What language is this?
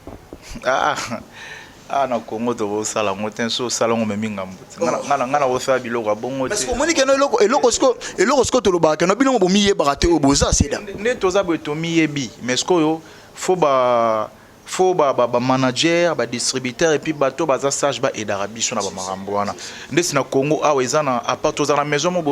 Lingala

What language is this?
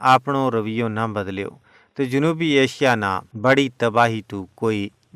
Gujari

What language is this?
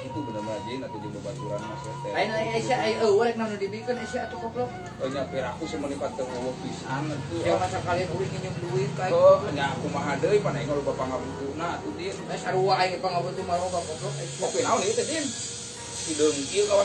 Sundanese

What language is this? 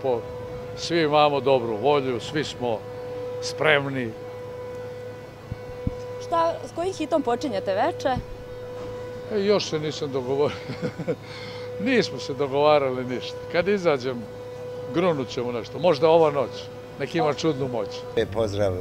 Serbian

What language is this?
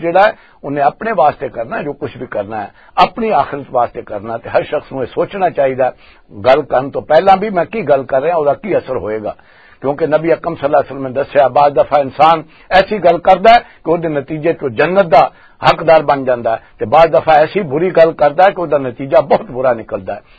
Western Panjabi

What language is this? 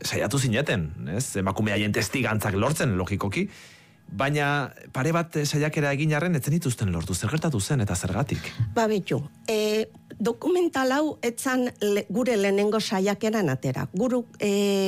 Basque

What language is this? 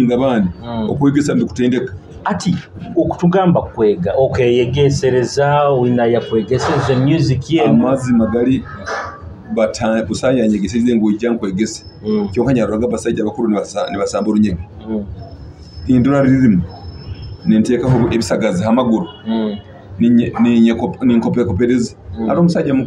Nyoro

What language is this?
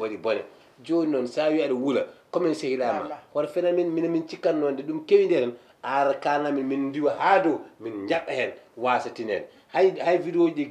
Fula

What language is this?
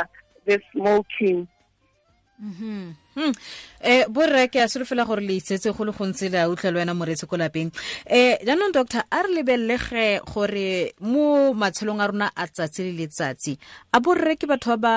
Tswana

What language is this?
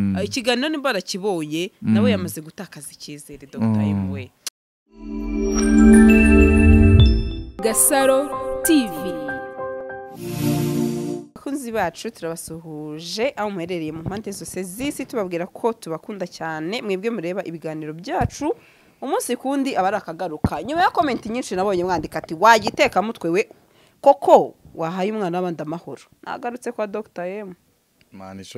Kinyarwanda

